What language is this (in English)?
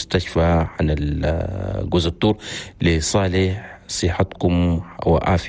Chadian Arabic